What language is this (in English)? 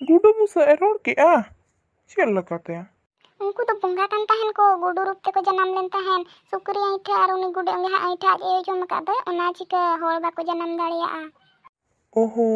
Santali